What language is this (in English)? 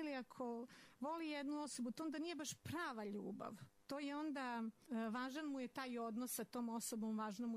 Serbian